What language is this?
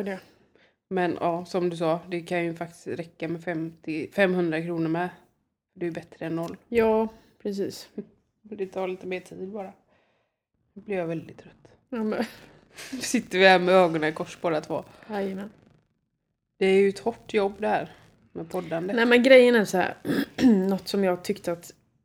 Swedish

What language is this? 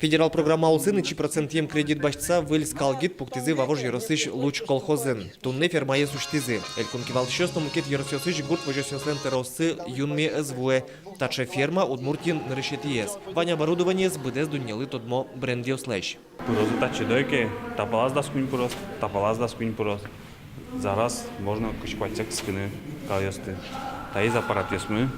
Udmurt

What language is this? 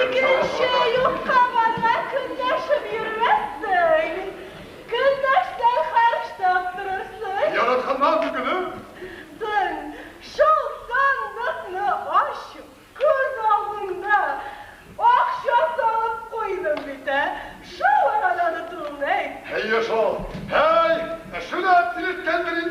Tatar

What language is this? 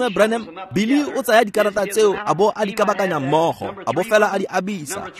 Tswana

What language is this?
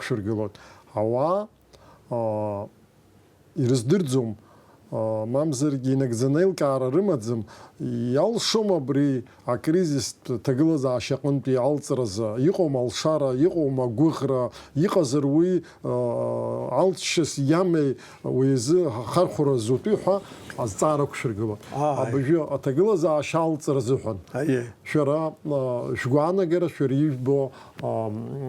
Abkhazian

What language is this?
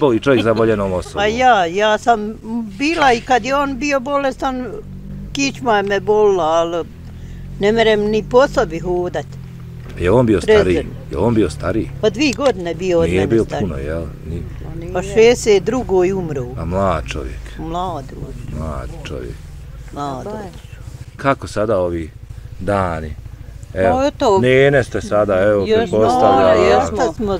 Bosnian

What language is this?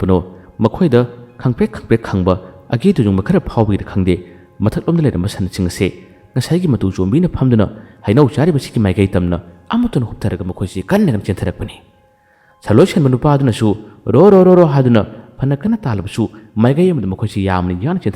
Manipuri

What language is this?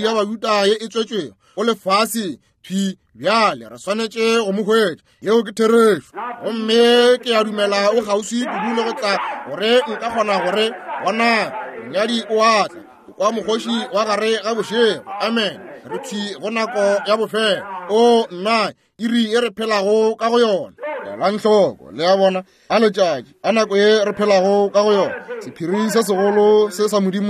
Northern Sotho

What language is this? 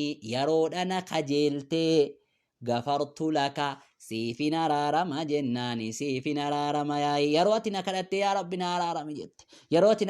Oromo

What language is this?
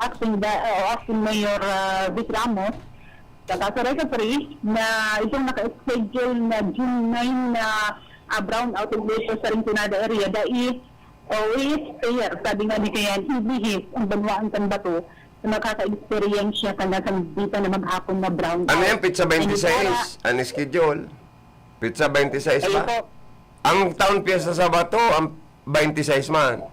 Bikol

